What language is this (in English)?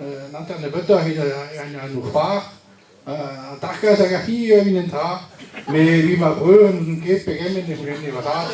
Breton